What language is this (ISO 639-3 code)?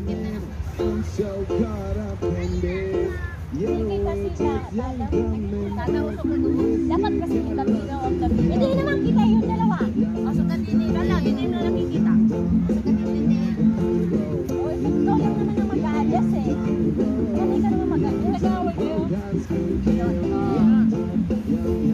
fil